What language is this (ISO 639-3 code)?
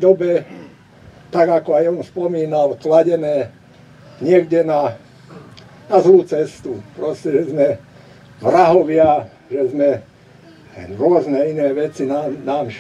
slk